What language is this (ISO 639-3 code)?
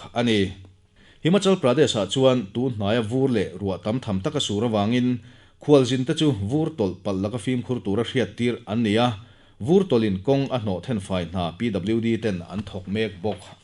lus